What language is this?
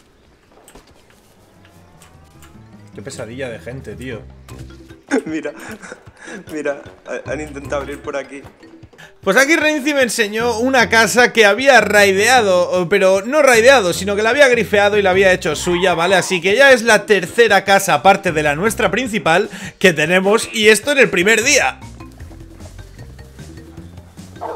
Spanish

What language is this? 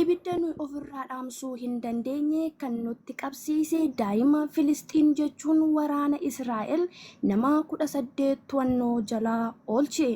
Oromo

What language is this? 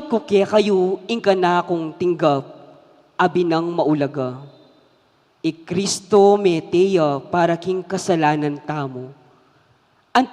Pampanga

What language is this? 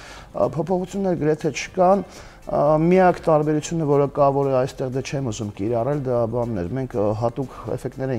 Armenian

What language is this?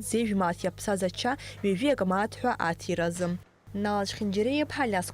Abkhazian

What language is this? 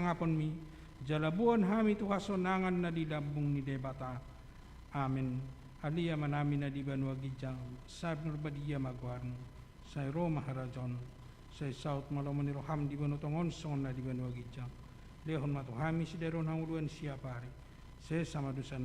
Batak Toba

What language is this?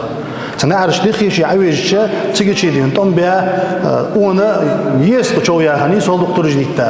Ingush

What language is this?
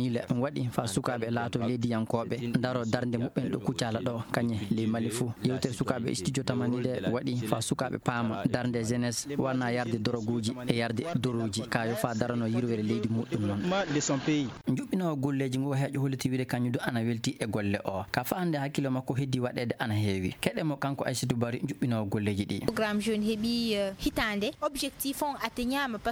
Fula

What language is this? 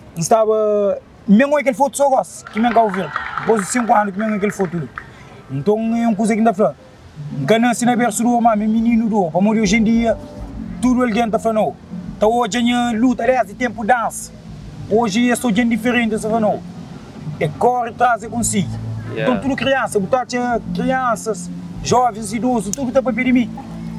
Kabuverdianu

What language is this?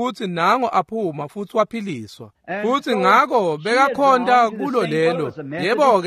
Swati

